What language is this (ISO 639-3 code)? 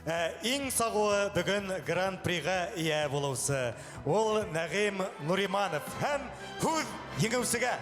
bak